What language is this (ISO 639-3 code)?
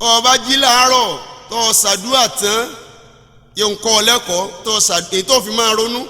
yor